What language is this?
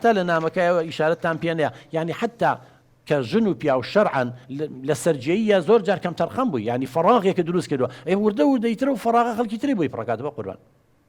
Central Kurdish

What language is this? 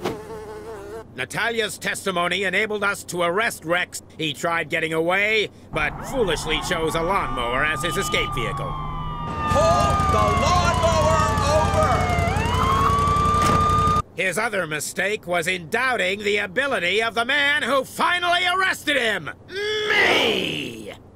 English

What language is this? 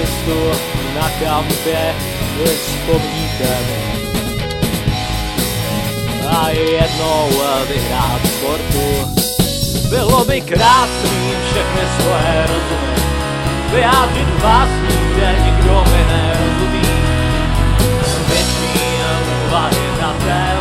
Czech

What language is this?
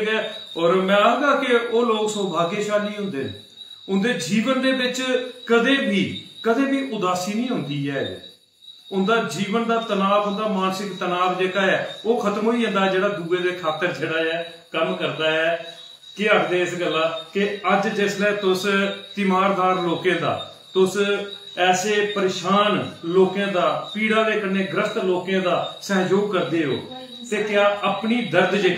Dogri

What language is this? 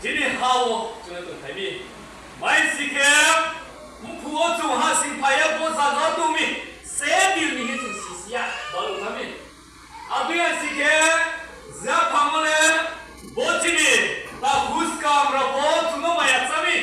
Riang (India)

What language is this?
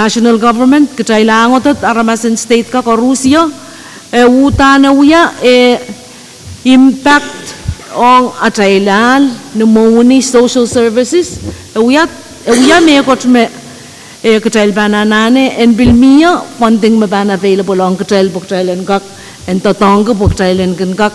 Pohnpeian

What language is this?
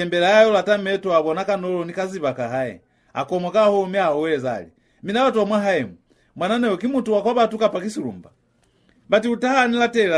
Lozi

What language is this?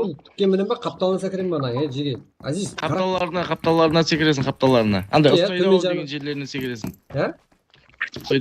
Kara-Kalpak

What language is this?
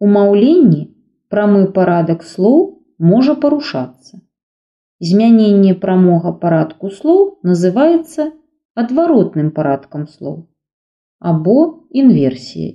Belarusian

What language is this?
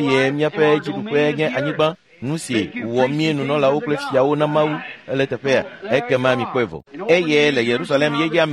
Ewe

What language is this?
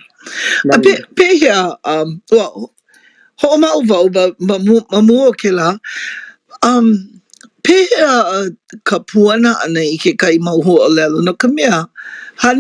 Hawaiian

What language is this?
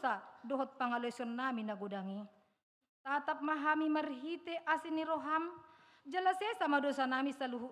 Batak Toba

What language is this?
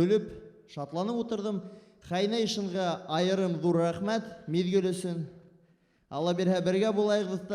Bashkir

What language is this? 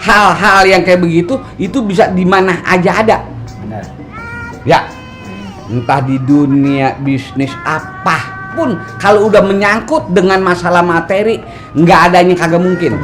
Betawi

